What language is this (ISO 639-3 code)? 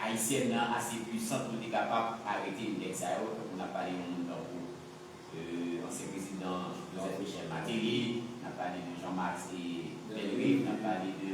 hat